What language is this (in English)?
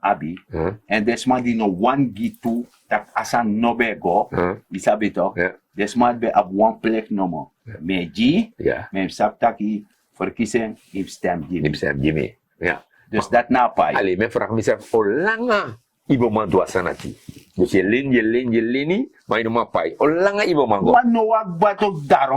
Sranan Tongo